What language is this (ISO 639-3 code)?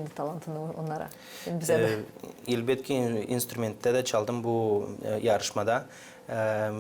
gag